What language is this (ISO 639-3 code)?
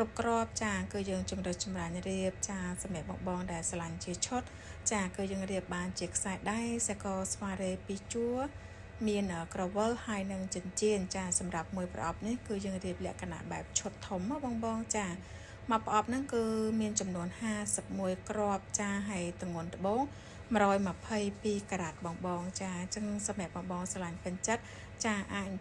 khm